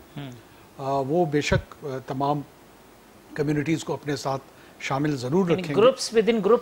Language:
Urdu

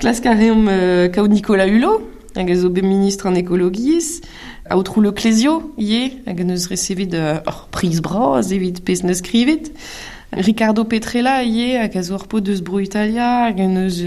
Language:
Breton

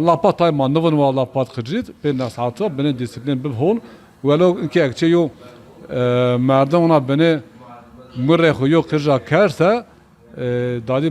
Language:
Zaza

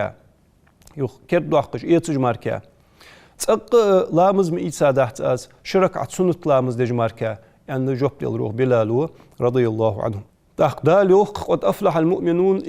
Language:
Ingush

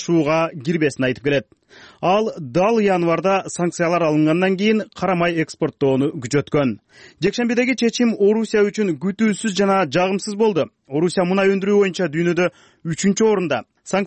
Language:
Kyrgyz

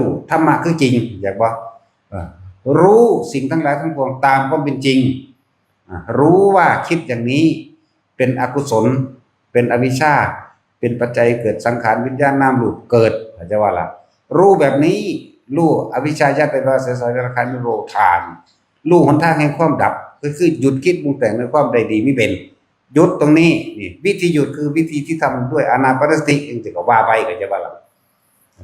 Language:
Northeastern Thai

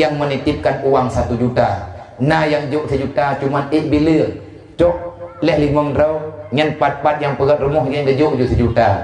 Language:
Achinese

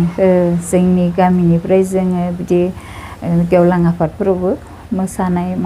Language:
Bodo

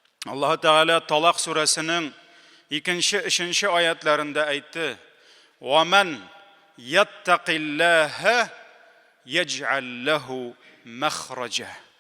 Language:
Tatar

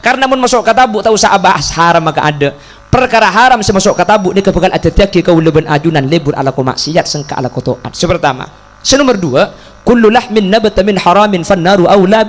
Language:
Madurese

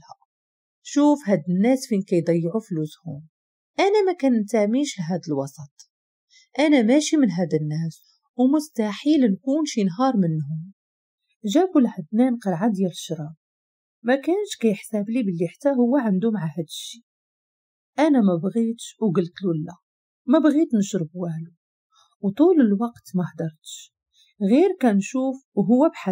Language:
Moroccan Arabic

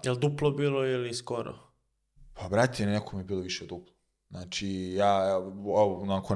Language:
Serbian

